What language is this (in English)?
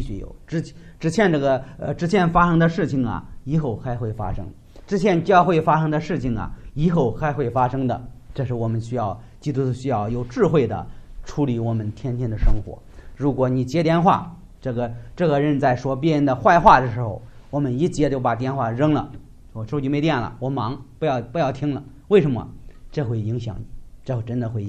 Chinese